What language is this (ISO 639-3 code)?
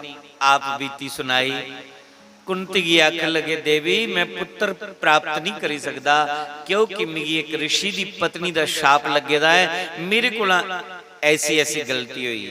doi